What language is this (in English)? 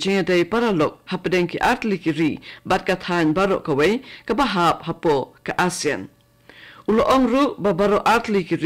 Khasi